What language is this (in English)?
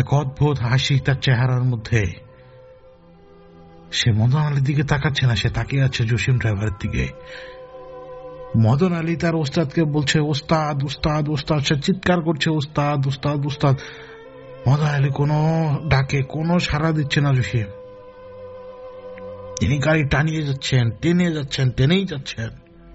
Bangla